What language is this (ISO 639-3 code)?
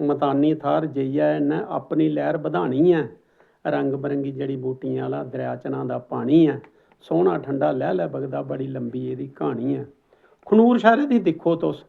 doi